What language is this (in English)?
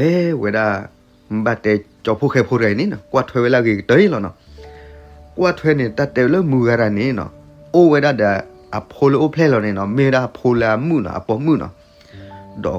S'gaw Karen